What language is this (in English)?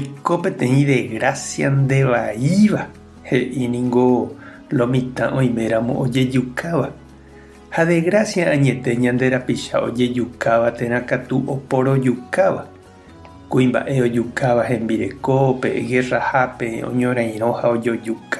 Guarani